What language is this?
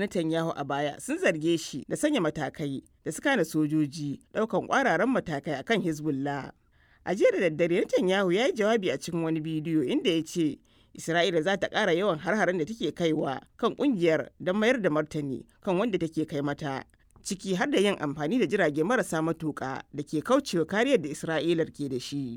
Hausa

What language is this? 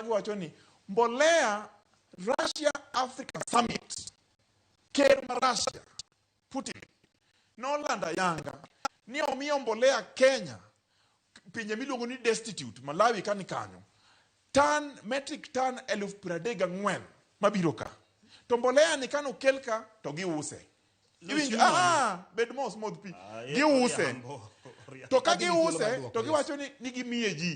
Luo (Kenya and Tanzania)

